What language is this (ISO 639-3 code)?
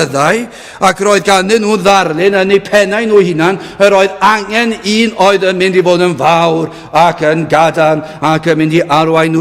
cym